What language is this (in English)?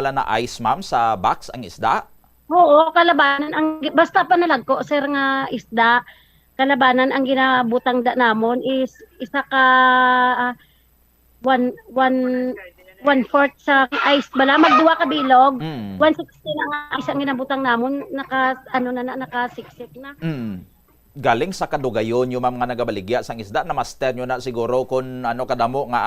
Hiligaynon